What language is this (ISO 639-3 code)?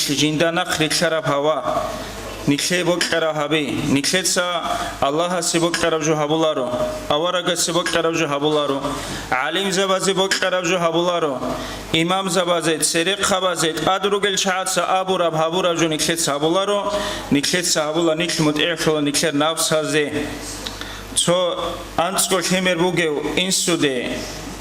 ava